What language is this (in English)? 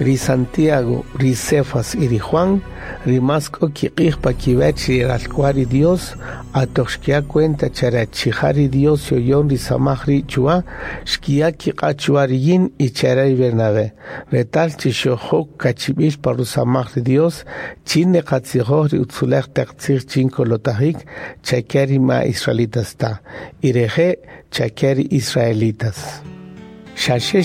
Kaqchikel